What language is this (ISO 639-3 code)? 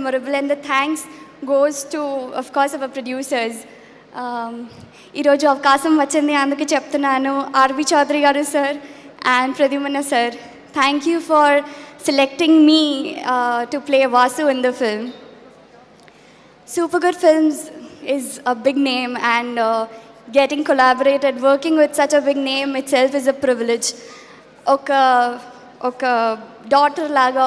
tel